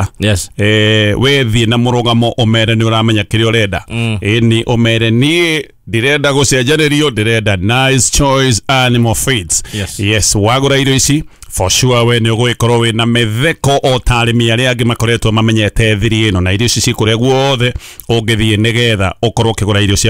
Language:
Kikuyu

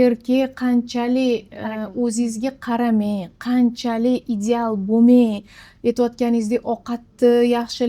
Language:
Uzbek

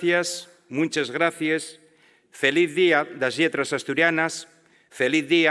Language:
Asturian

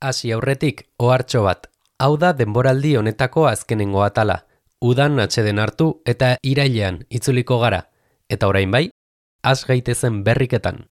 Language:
Basque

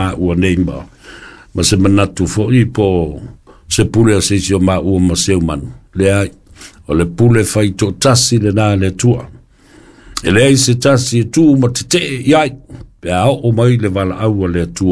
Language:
Samoan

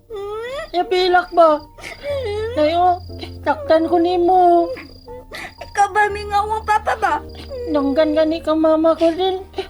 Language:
Cebuano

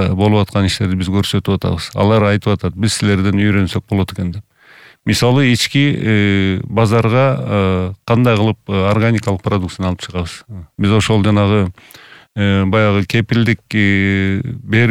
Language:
Kyrgyz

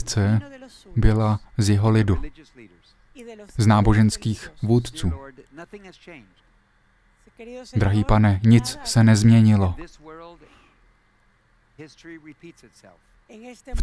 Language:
Czech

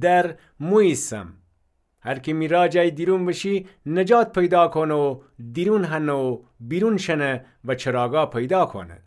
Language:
Gilaki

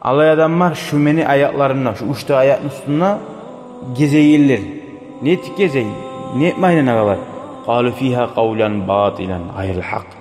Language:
Kumyk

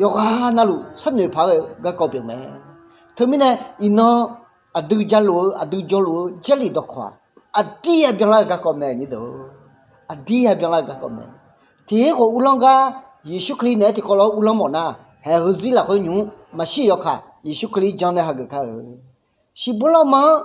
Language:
Akha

